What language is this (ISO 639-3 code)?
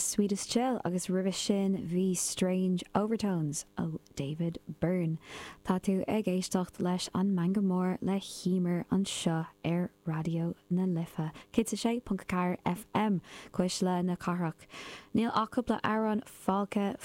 gle